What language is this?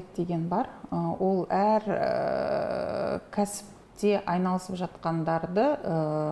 Kazakh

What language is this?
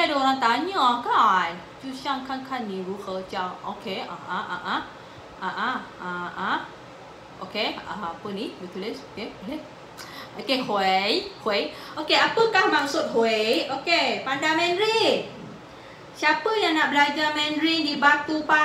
Malay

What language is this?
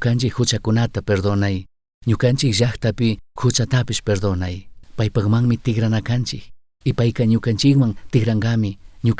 Chimborazo Highland Quichua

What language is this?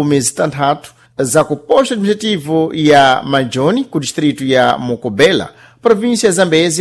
Sena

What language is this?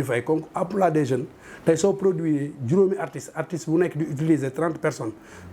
Wolof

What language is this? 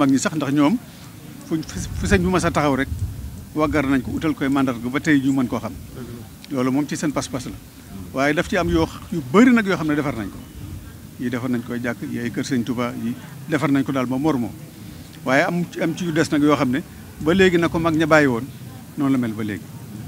Wolof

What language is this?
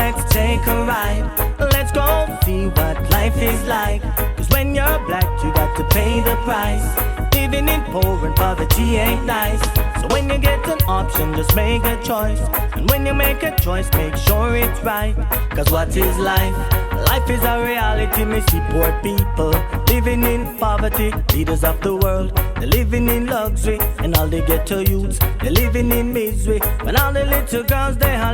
Jamaican Creole English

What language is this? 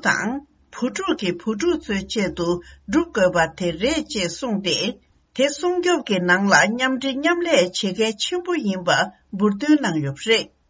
Tibetan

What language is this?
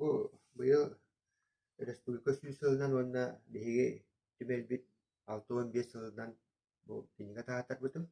Yakut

